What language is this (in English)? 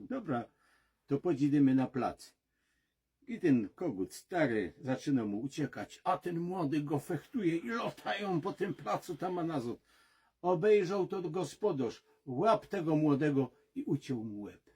Silesian